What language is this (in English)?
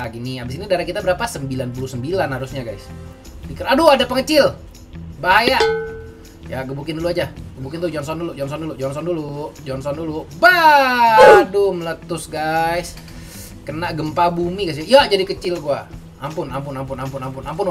Indonesian